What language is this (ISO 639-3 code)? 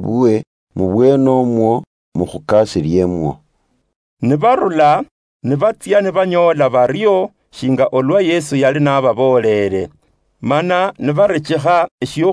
luy